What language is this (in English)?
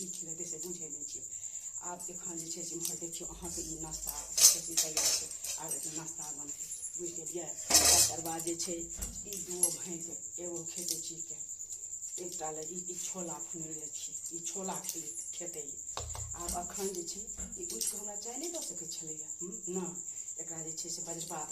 Maithili